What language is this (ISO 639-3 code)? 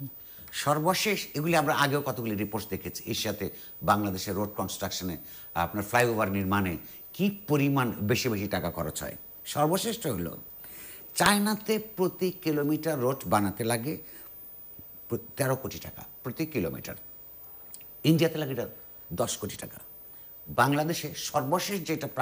ben